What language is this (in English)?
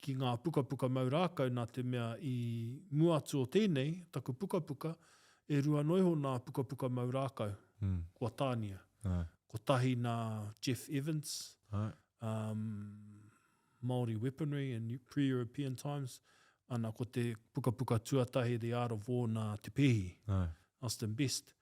Māori